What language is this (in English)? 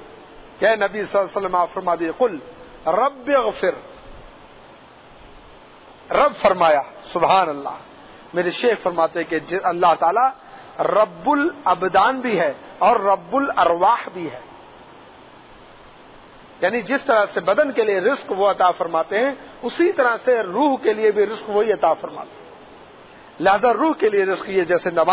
Urdu